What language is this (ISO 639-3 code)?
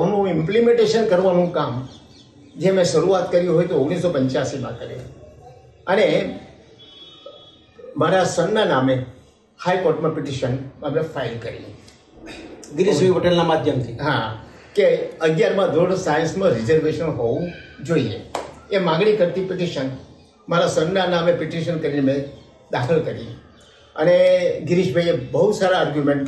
guj